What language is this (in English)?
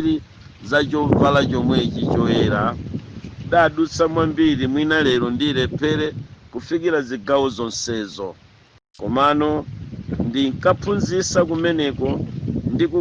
Nyanja